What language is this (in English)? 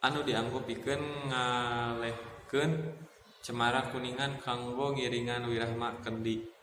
Sundanese